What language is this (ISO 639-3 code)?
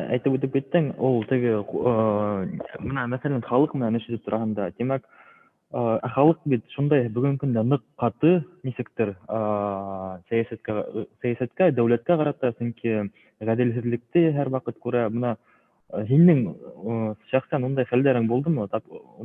bak